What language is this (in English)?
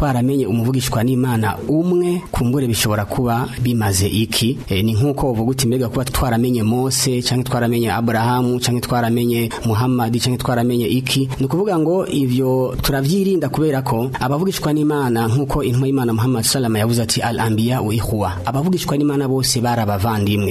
Rundi